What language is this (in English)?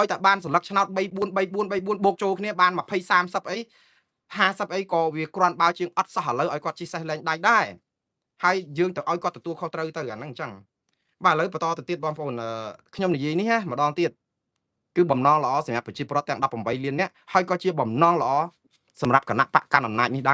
Khmer